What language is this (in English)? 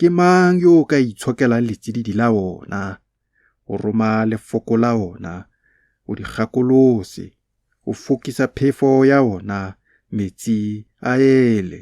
Tswana